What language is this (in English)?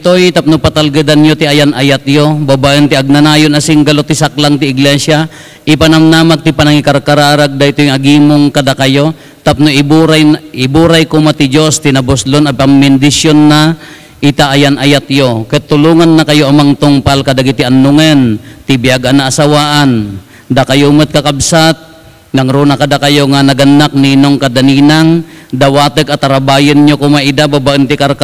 Iloko